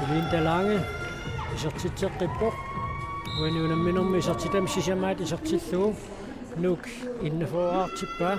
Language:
Kalaallisut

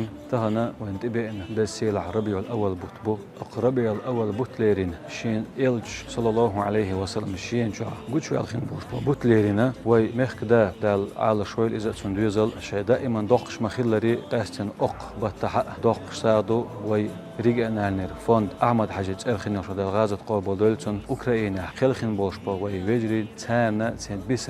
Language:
Chechen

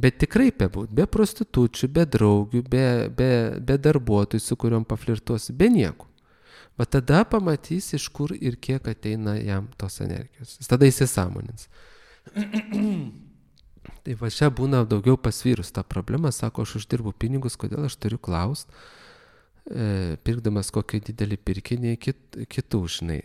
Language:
Lithuanian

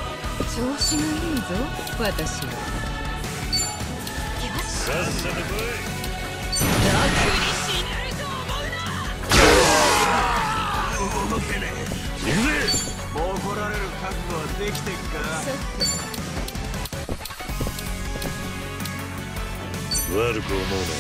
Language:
Japanese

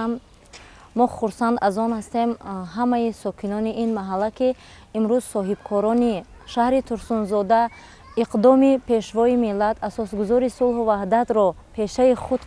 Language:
Tajik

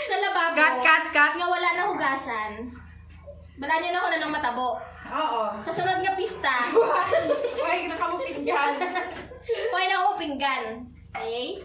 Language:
Hiligaynon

